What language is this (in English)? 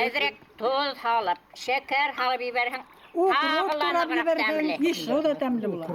Bashkir